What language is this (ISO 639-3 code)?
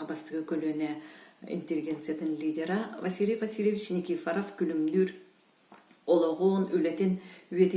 sah